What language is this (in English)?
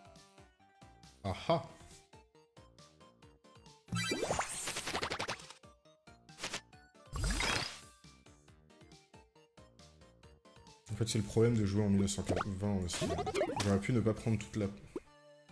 French